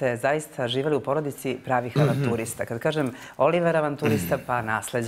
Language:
Bosnian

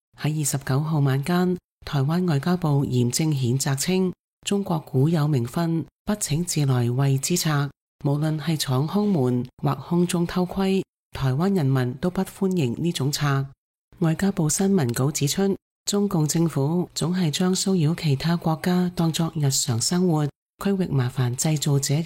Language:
Cantonese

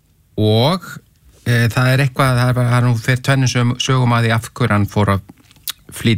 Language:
Icelandic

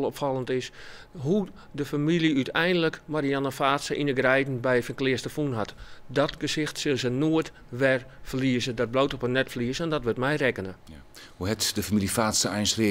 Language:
Western Frisian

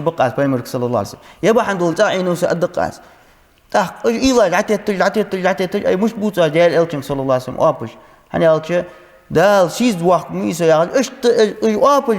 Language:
Ingush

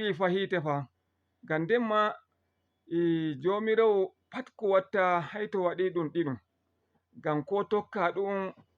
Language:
Fula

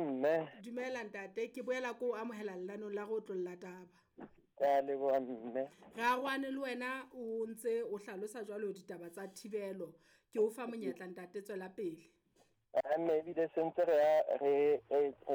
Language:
Southern Sotho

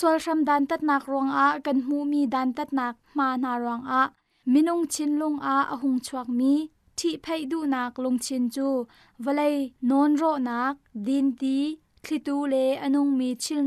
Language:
Hakha Chin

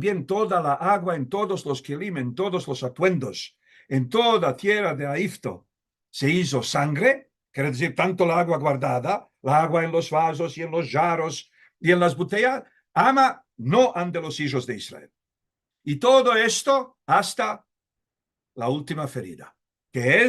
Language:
Ladino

